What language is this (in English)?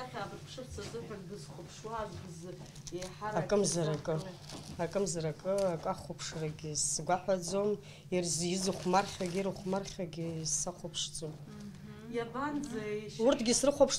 Abkhazian